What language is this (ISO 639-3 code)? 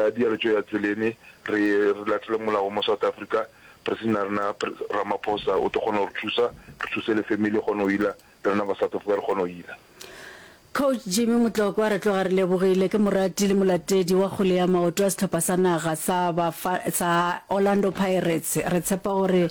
nso